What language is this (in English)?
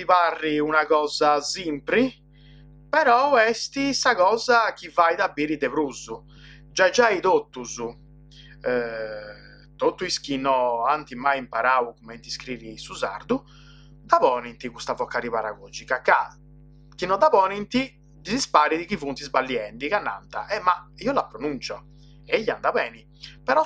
Sardinian